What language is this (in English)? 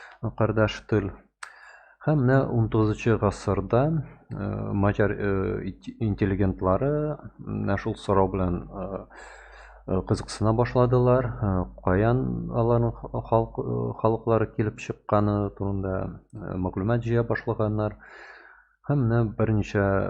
Tatar